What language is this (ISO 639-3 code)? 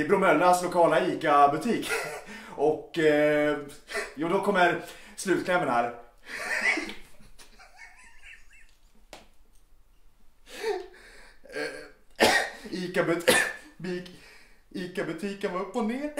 swe